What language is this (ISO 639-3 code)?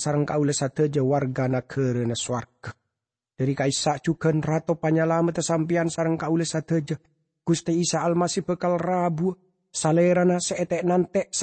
mad